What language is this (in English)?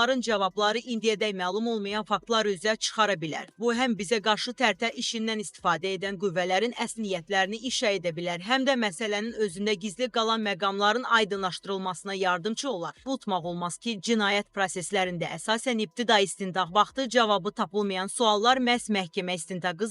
Azerbaijani